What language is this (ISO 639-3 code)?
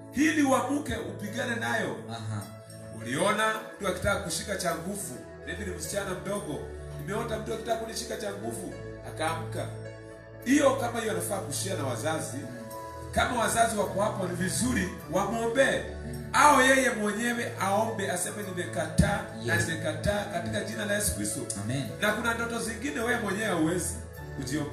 swa